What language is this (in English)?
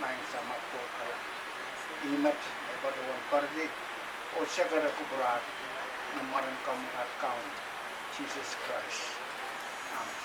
Pohnpeian